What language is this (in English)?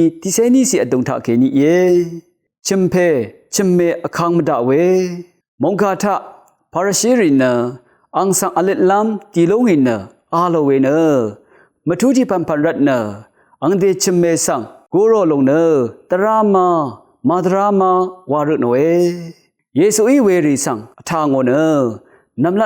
Rawang